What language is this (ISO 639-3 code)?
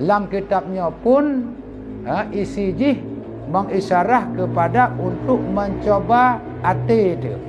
ace